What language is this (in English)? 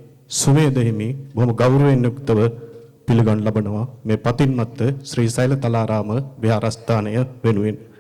Sinhala